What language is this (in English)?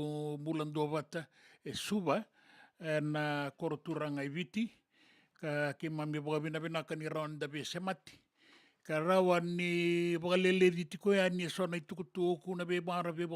Fijian